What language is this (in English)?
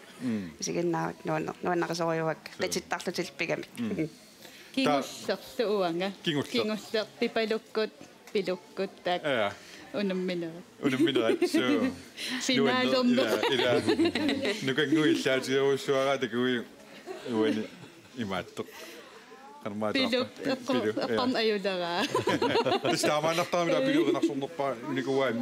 Kalaallisut